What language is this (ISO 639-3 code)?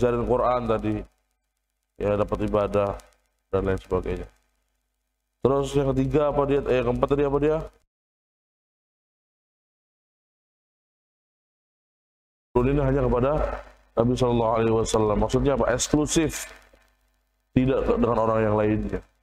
ind